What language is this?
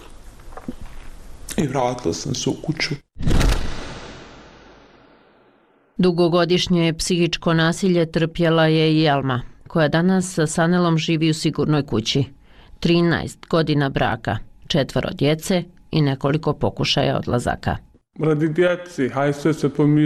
Bosnian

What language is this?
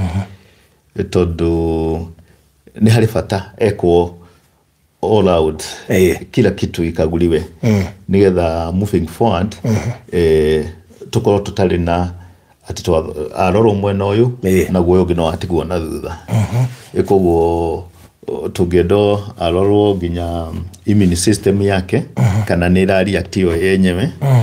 Kikuyu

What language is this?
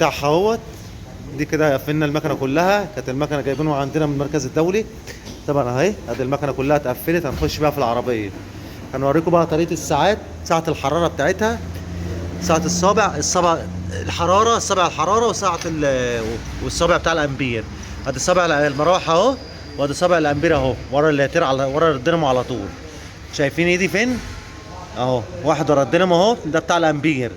Egyptian Arabic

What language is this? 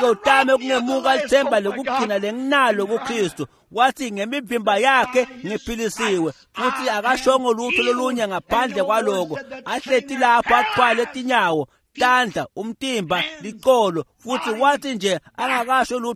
Swati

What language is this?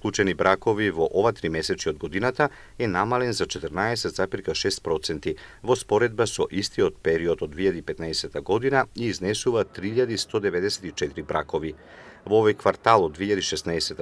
Macedonian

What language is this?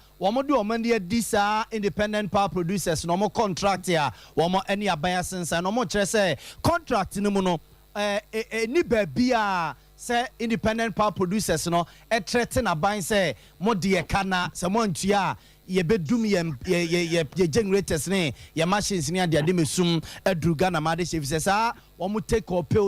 Akan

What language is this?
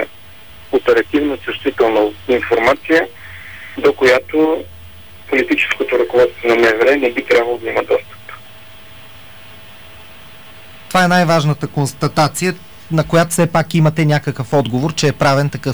Bulgarian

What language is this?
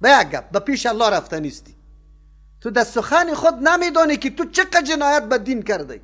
Persian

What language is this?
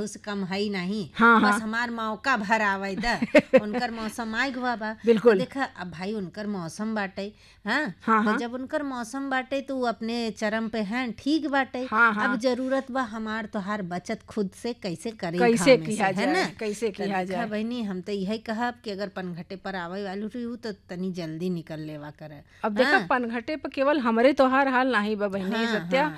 Bhojpuri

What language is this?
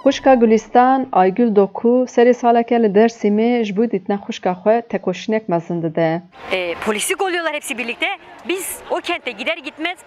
Kurdish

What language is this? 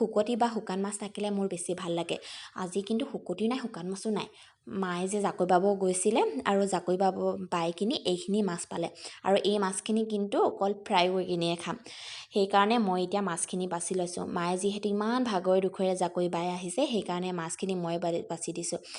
Assamese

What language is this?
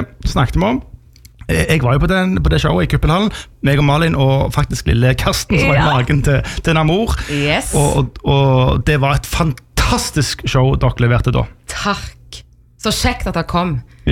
Norwegian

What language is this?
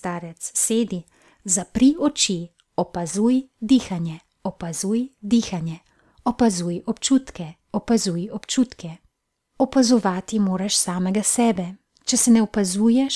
Slovenian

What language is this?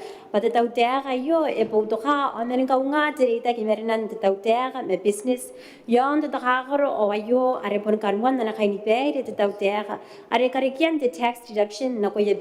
Gilbertese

